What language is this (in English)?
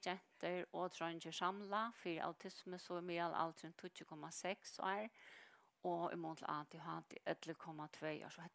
Faroese